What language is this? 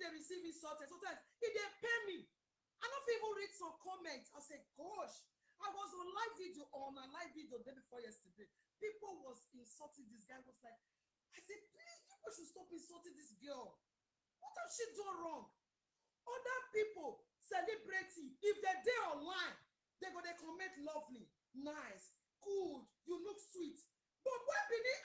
Nigerian Pidgin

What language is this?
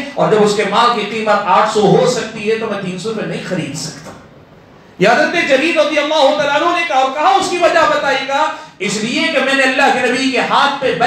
Urdu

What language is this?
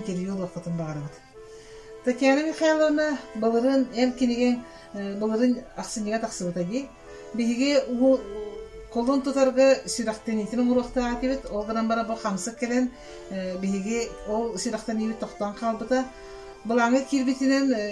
Yakut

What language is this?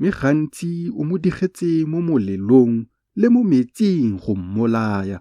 Tswana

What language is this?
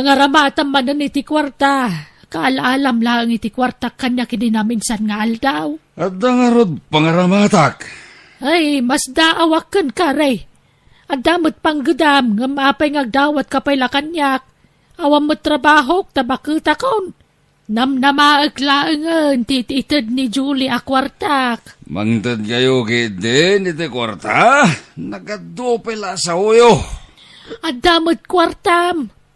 Iloko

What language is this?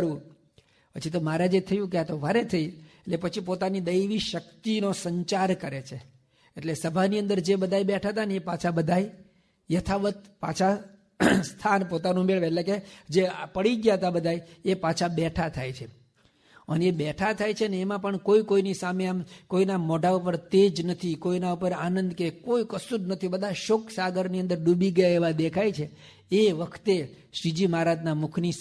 Gujarati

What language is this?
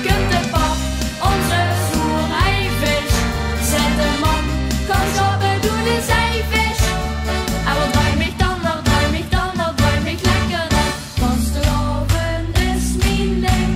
Limburgish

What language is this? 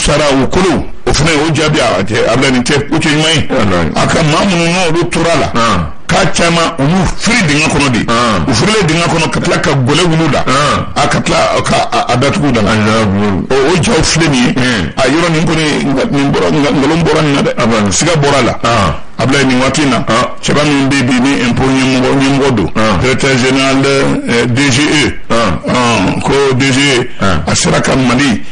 Bambara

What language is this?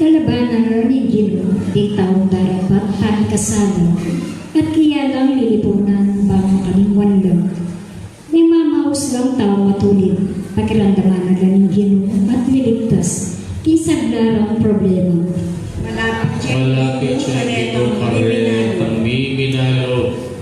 Pampanga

